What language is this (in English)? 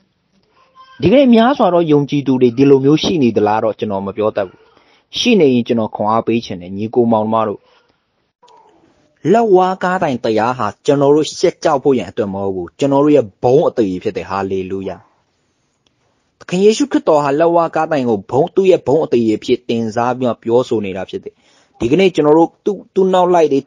Burmese